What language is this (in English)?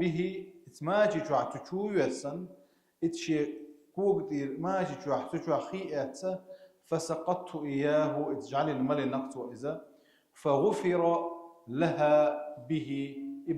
Chechen